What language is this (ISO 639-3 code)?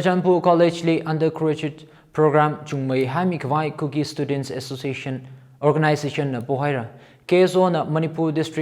nmf